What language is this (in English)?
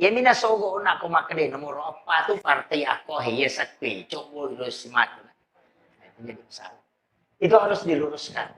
Buginese